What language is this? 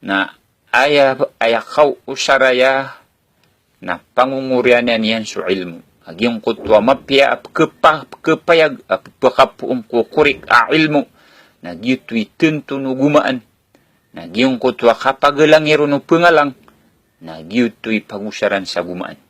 Maranao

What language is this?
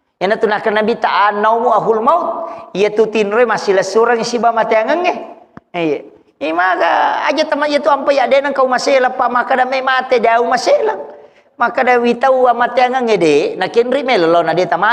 Buginese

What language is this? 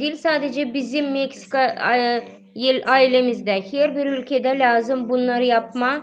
Gagauz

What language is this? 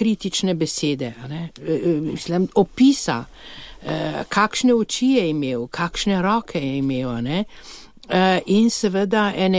Slovenian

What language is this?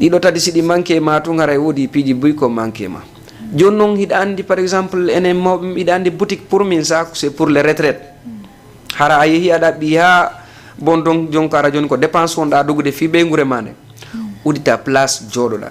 Fula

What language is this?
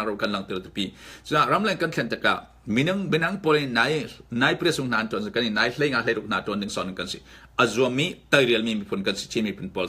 Falam Chin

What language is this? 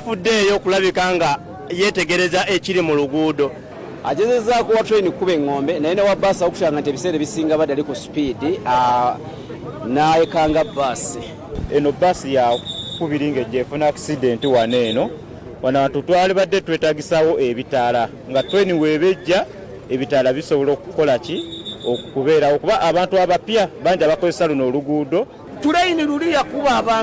Ganda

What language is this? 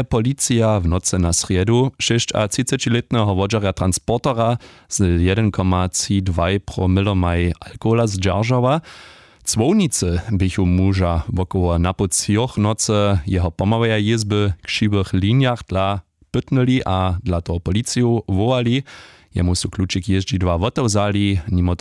Upper Sorbian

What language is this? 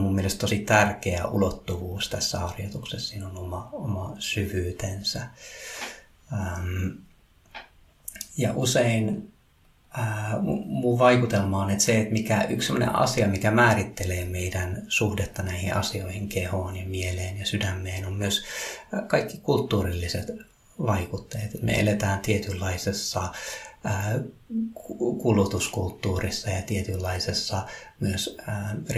Finnish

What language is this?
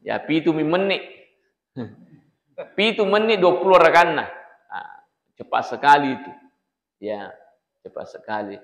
Buginese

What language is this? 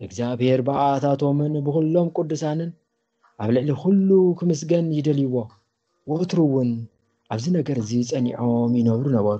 Tigrinya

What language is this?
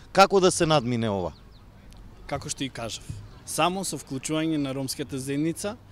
Macedonian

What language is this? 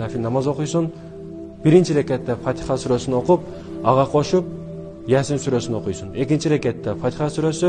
Kyrgyz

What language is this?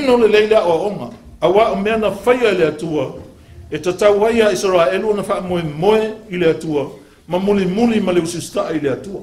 Samoan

